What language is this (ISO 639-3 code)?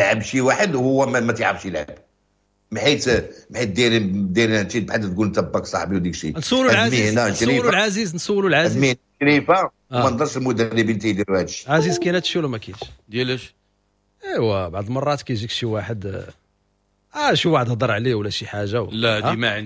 ary